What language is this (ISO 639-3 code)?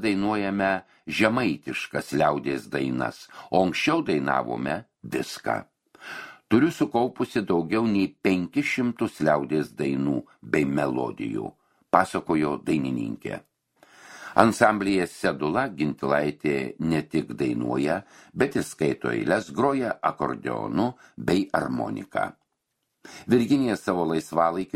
lit